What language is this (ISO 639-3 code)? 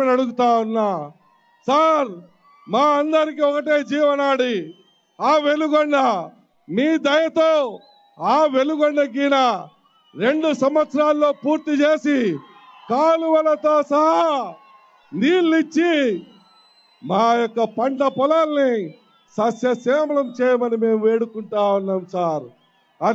tel